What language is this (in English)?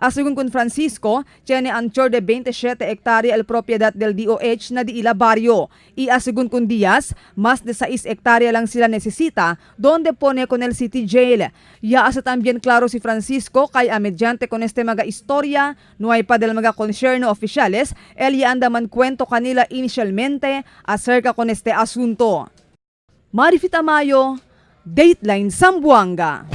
Chavacano